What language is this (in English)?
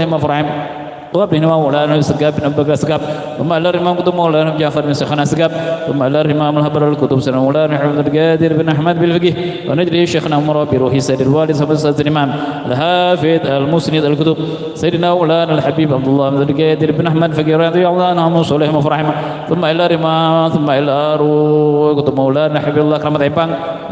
Banjar